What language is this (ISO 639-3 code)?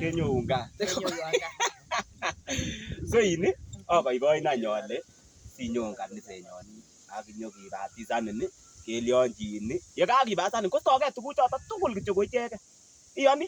kln